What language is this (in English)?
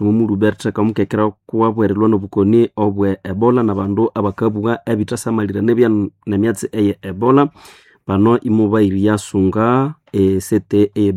Nande